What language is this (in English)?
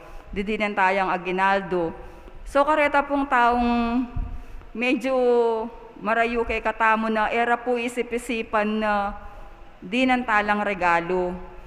Pampanga